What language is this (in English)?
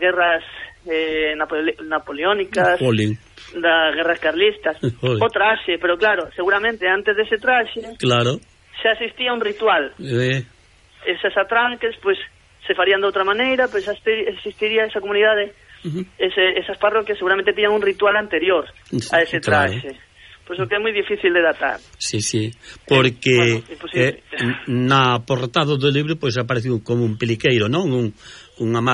Galician